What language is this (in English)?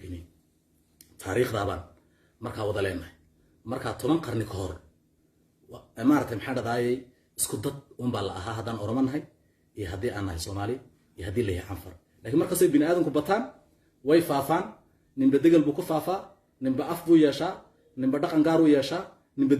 Somali